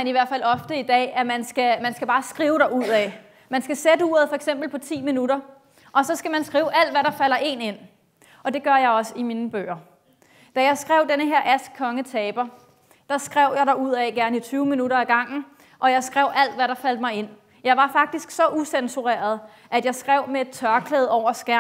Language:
Danish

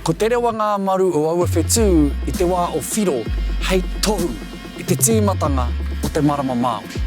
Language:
Māori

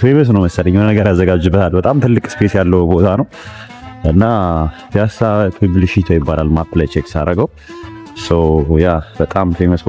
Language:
Amharic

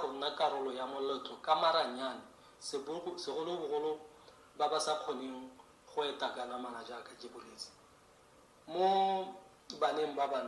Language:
Tswana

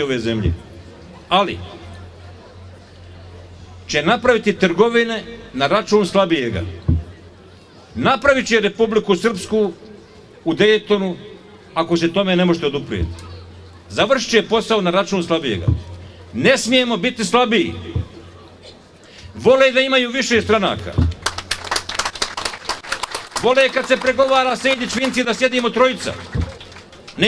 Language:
Bosnian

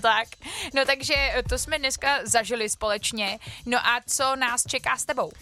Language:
Czech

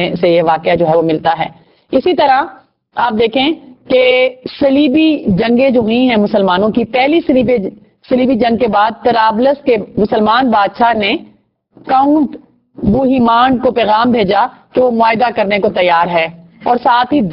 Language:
Urdu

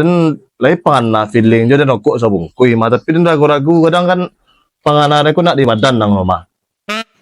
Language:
Minangkabau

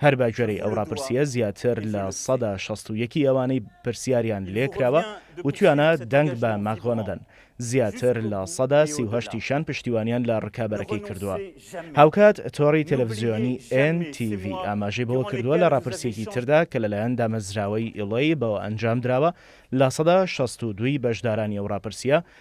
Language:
Central Kurdish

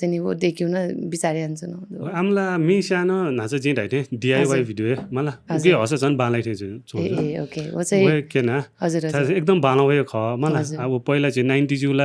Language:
Newari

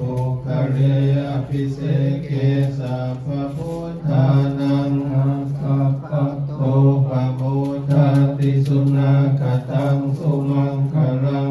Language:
Pali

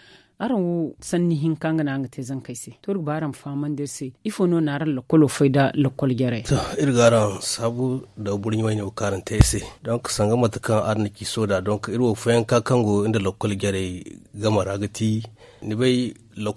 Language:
Zarma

